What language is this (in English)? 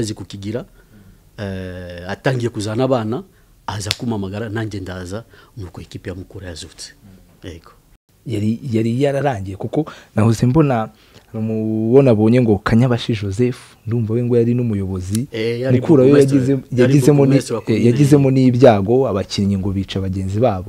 Kinyarwanda